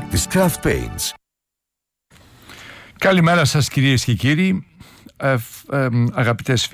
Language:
Greek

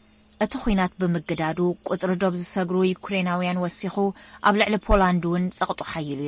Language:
Tigrinya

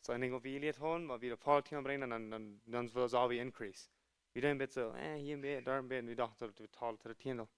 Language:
Plautdietsch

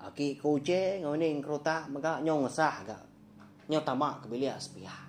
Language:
Iban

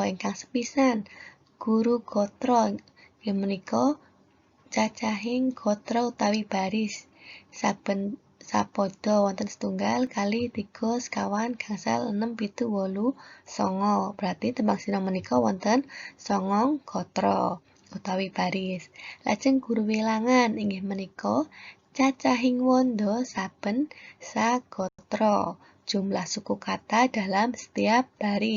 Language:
Javanese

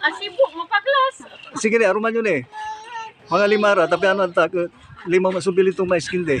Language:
Pangasinan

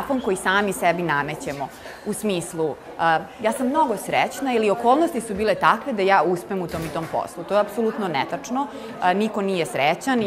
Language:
Serbian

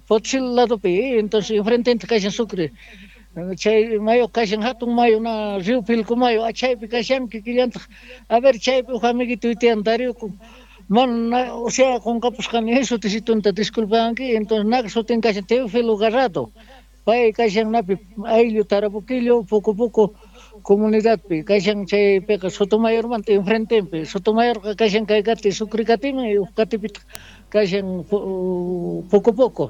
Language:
South Bolivian Quechua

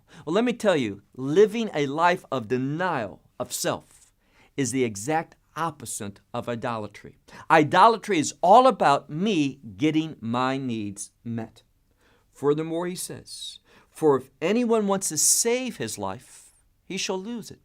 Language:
English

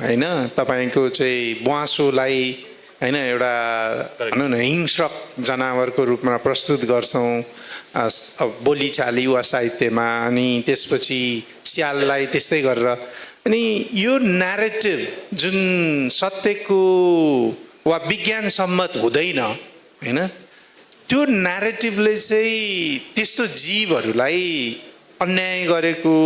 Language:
Nepali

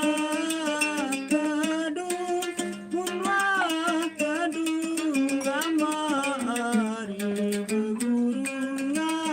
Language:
Sasak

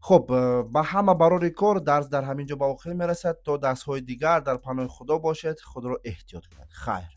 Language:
Tajik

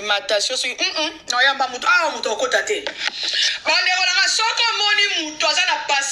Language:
Lingala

